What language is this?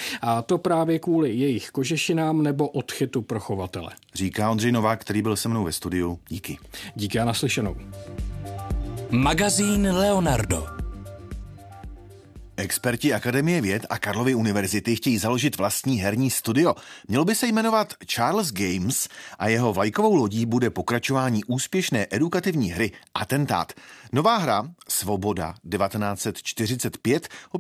Czech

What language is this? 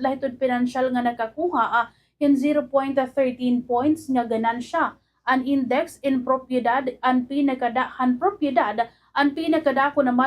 Waray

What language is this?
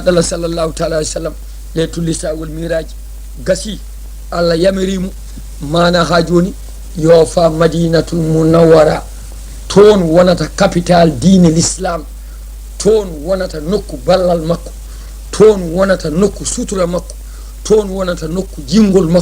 Fula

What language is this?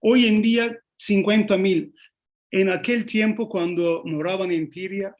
Ladino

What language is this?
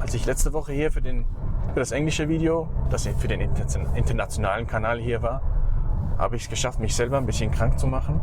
Swiss German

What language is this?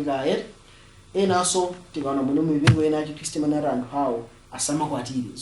Nyanja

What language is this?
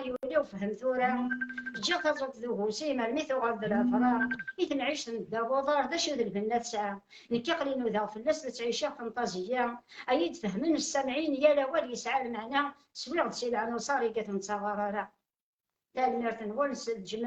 Kabyle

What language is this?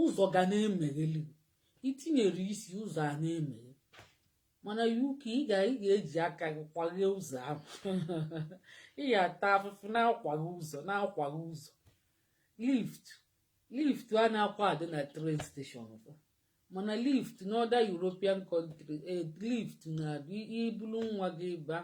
Igbo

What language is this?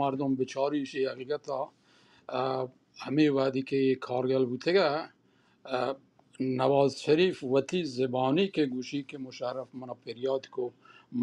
Baluchi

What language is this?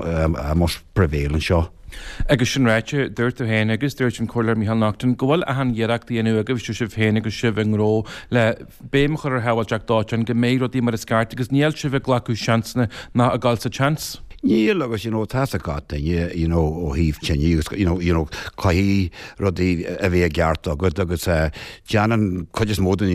Irish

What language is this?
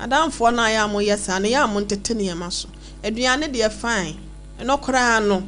Akan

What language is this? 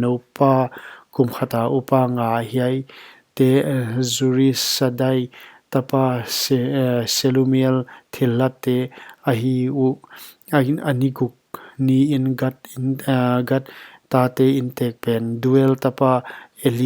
Paite Chin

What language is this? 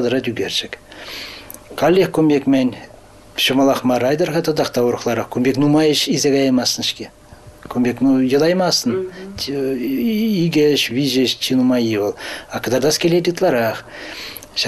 Chuvash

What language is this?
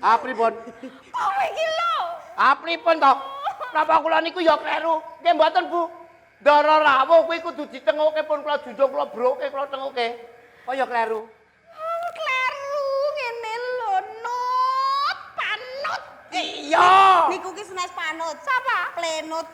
Javanese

